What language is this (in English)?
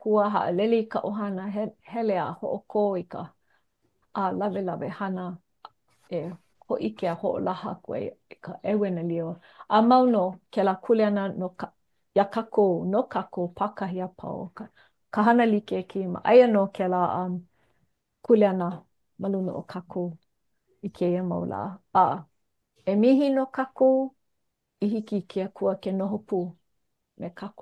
Hawaiian